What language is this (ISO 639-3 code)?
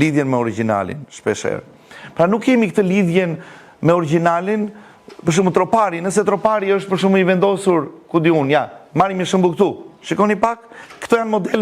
sqi